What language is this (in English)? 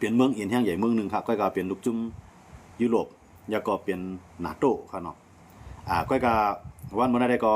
Shan